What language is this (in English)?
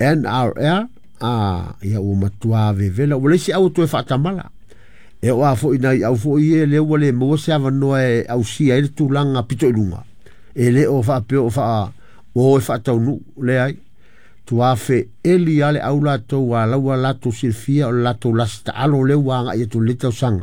Samoan